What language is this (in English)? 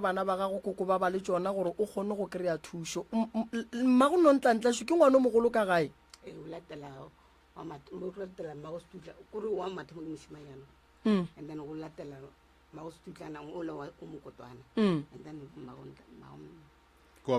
Northern Sotho